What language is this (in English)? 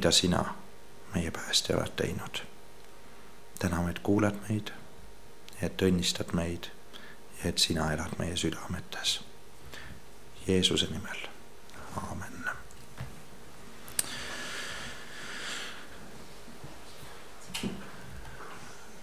Estonian